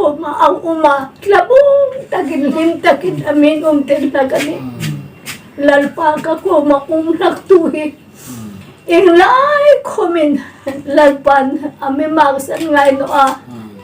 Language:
Hmar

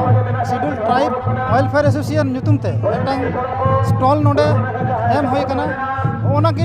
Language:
Santali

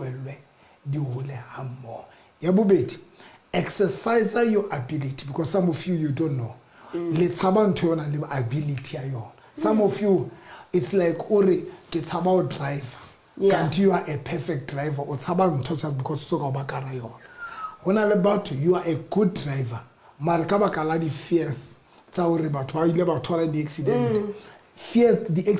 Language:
Southern Sotho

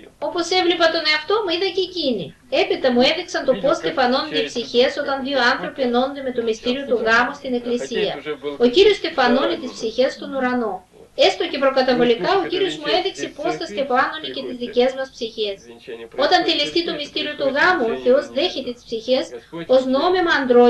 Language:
Greek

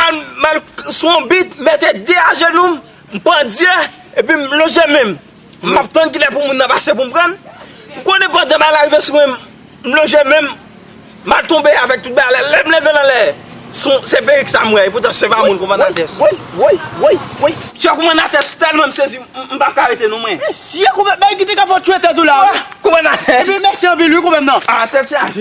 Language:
Haitian Creole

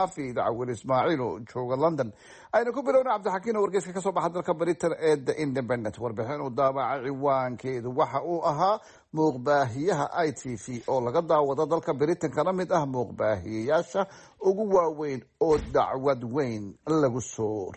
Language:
Somali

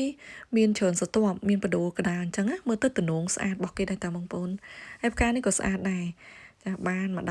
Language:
Khmer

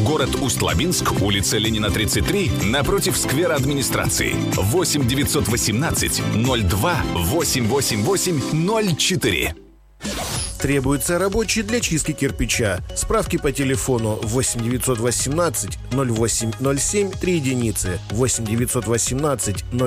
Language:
Russian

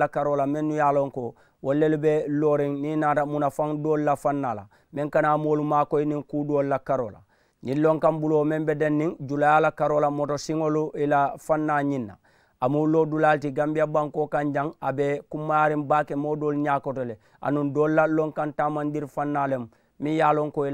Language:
Mandingo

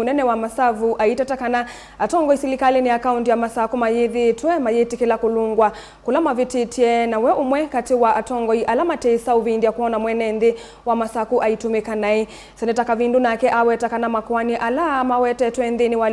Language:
Kamba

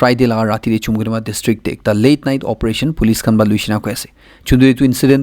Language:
Naga Pidgin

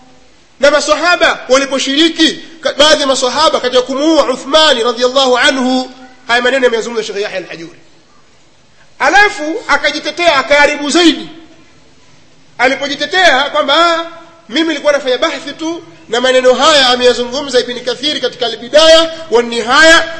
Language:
Swahili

